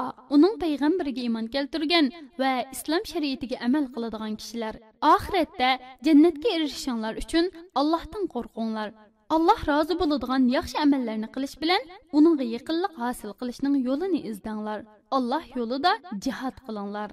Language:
Uyghur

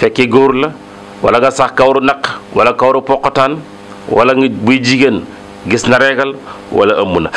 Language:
Wolof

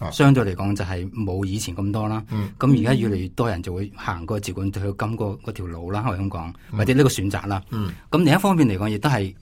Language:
Cantonese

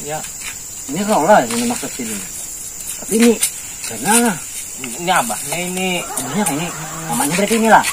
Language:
Banjar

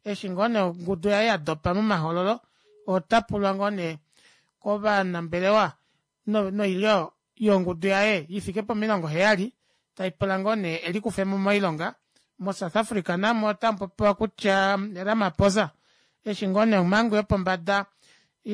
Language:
Kuanyama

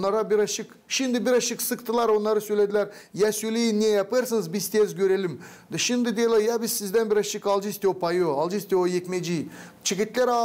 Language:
Gagauz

